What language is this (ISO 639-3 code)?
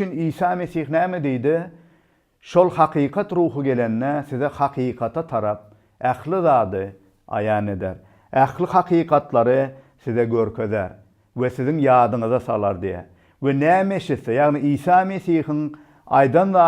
tuk